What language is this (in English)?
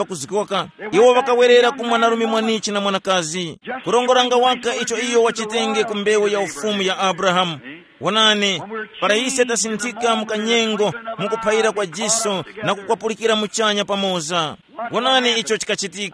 Tumbuka